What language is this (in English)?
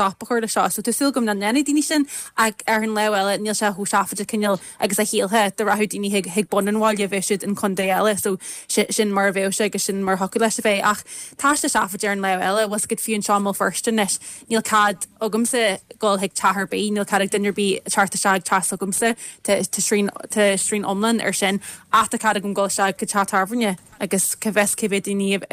Irish